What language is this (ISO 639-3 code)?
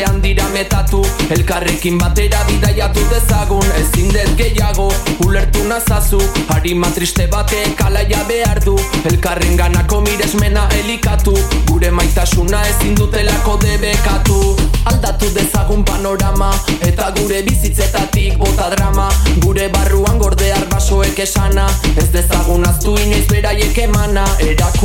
eus